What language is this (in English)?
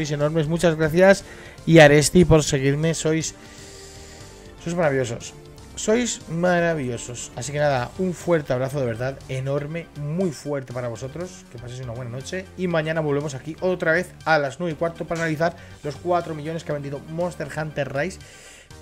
Spanish